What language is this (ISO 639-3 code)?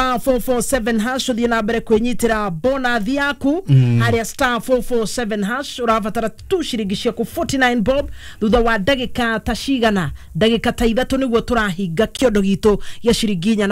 kik